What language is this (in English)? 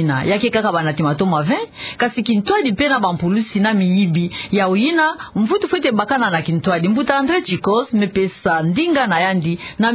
Kituba (Democratic Republic of Congo)